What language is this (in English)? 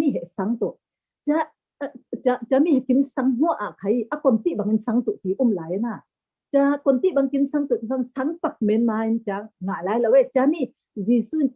Falam Chin